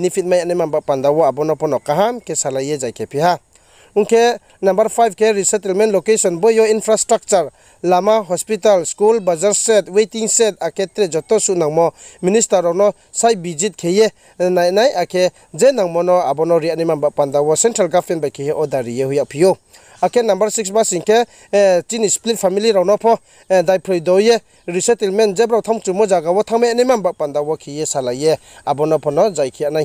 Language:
Riang (India)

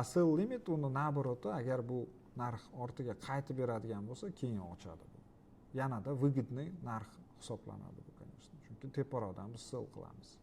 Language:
Uzbek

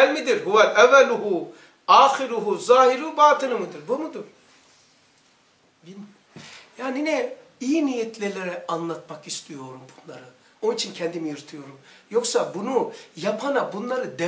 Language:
Turkish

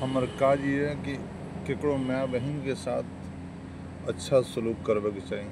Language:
Maithili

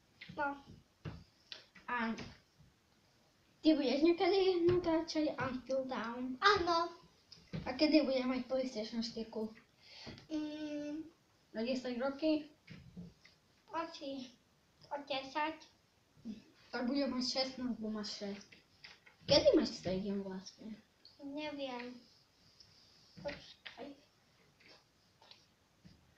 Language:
Slovak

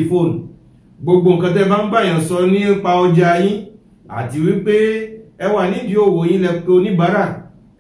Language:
Yoruba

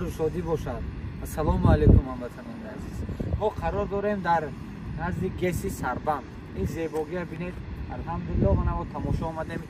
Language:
Tajik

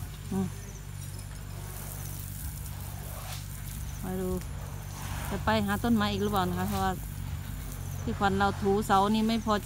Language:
Thai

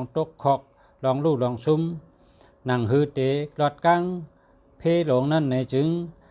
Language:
Shan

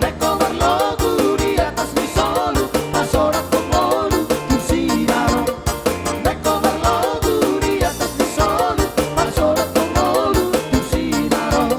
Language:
Batak Toba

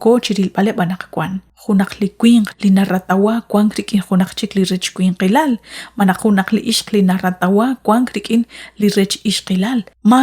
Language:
Kekchí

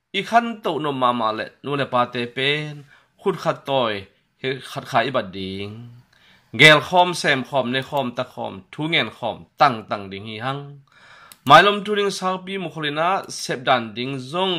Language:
Tedim Chin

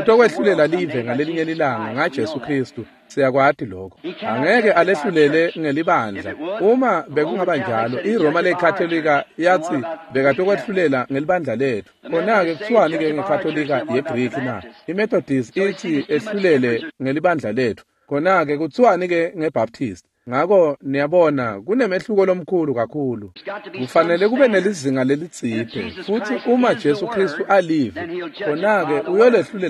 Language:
Swati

